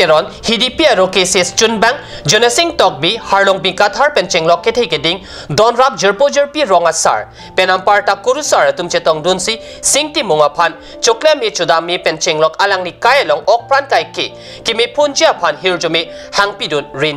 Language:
Karbi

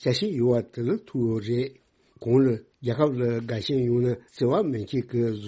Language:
Tibetan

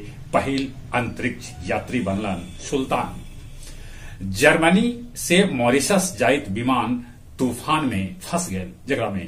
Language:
Magahi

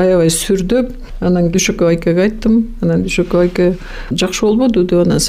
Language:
Kyrgyz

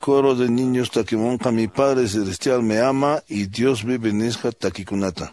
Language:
Quechua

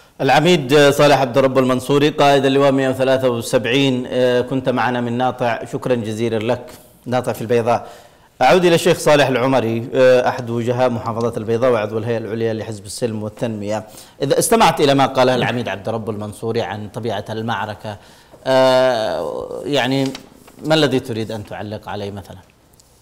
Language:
Arabic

